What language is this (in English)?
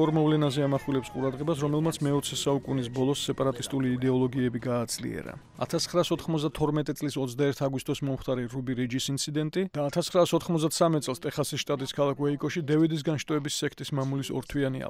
Georgian